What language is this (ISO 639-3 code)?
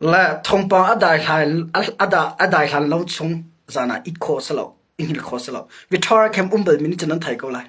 cnh